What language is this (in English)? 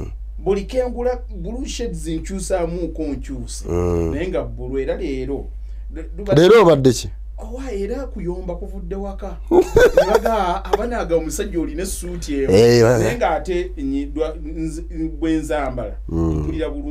Ganda